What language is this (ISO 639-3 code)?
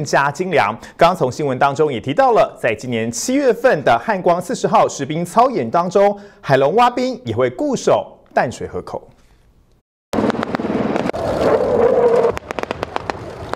zho